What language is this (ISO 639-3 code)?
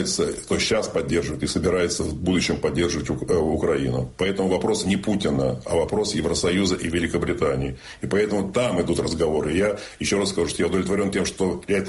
rus